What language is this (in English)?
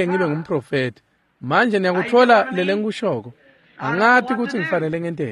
Swati